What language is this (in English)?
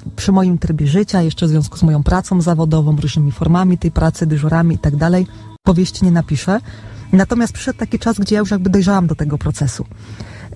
Polish